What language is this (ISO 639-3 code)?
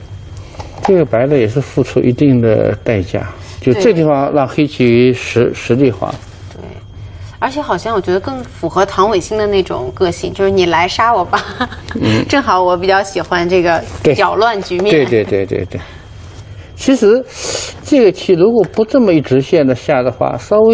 zho